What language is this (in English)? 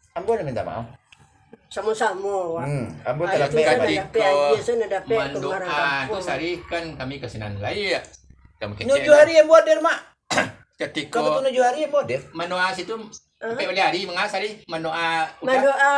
Minangkabau